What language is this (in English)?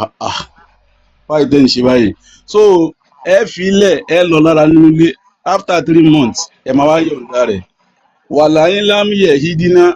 Yoruba